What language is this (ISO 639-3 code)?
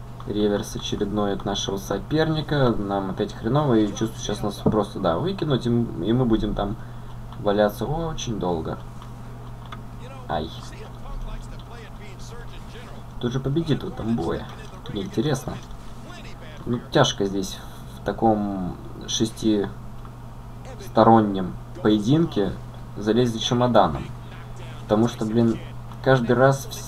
rus